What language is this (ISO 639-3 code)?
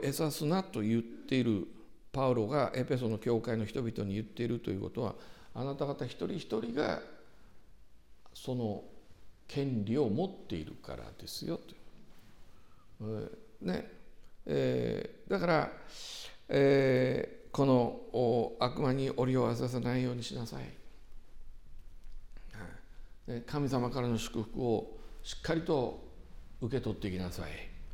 jpn